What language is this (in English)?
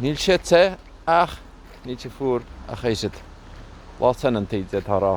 Irish